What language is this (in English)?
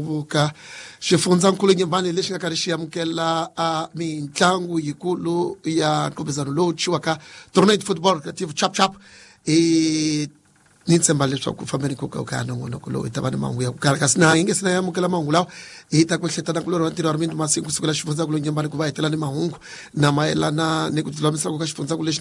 Tsonga